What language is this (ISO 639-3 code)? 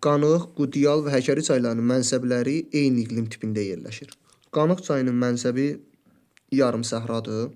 aze